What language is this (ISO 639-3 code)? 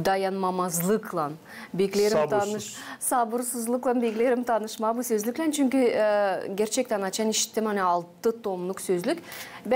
gag